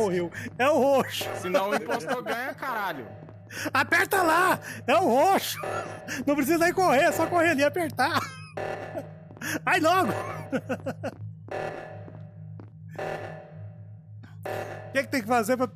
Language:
Portuguese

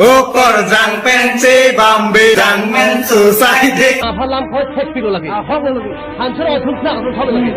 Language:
Karbi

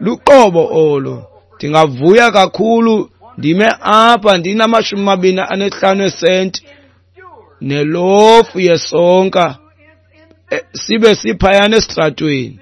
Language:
Xhosa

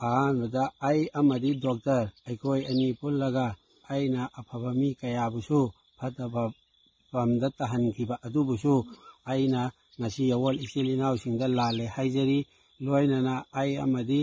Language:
Manipuri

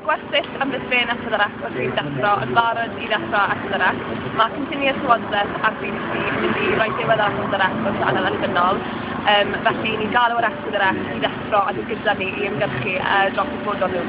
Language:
Welsh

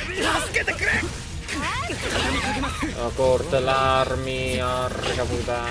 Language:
Italian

